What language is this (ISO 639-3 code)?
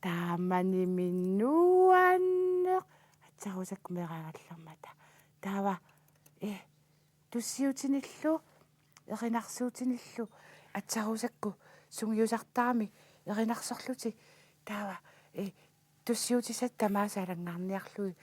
kal